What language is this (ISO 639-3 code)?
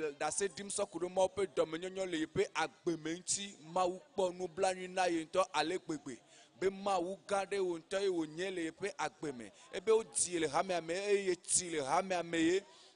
ewe